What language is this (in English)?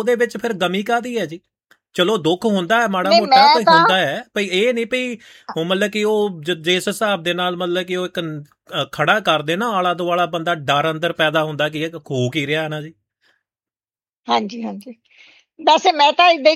Punjabi